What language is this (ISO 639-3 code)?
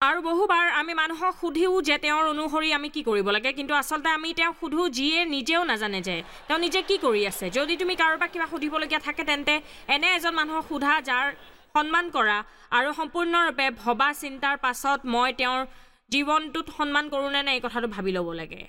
asm